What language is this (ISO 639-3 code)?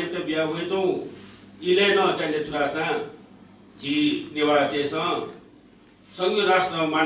new